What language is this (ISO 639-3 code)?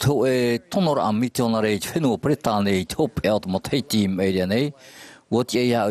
tah